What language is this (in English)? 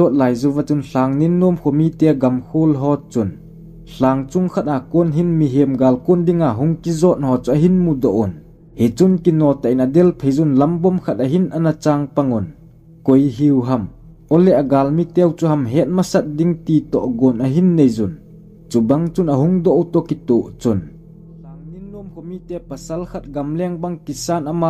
Thado Chin